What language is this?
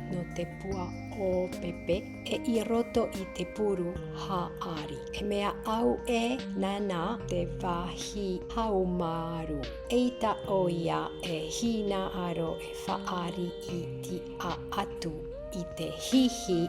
Tahitian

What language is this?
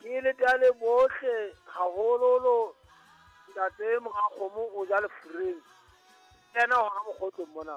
Southern Sotho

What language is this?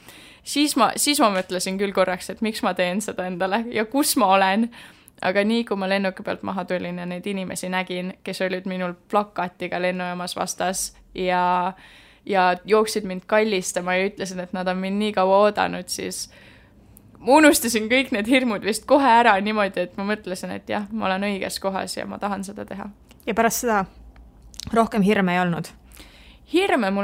Estonian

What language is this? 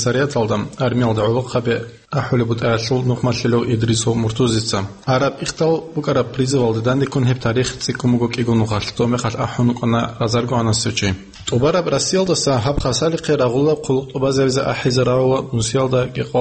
Avaric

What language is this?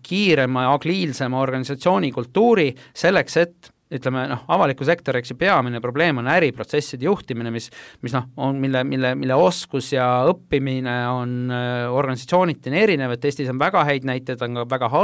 Estonian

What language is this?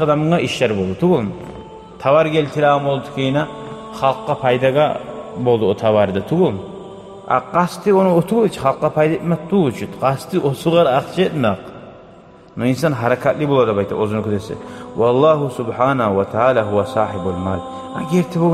Kumyk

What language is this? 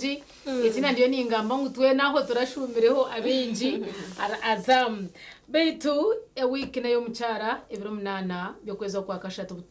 Nyankole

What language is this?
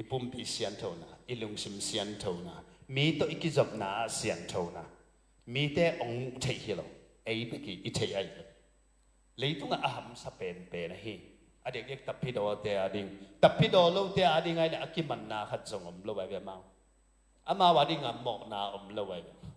Tedim Chin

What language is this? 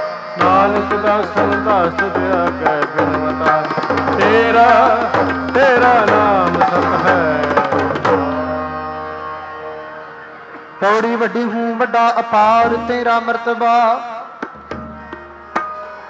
Punjabi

